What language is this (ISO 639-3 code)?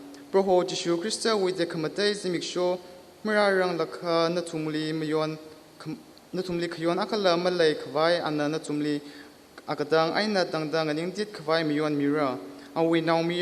nmf